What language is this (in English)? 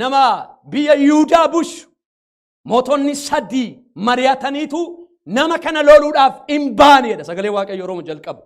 Oromo